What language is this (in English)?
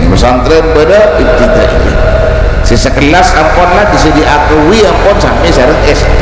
Madurese